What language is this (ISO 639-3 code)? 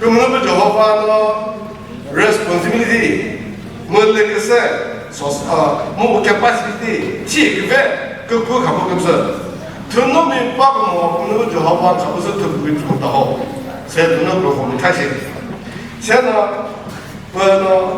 nri